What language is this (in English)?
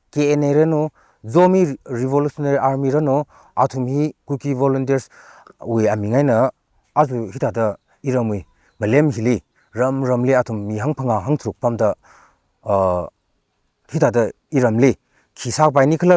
Tangkhul Naga (India)